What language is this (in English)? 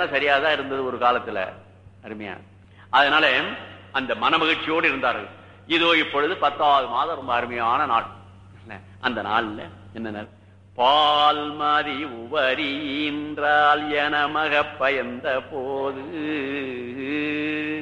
Tamil